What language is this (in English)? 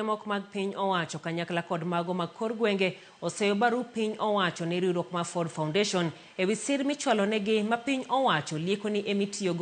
Luo (Kenya and Tanzania)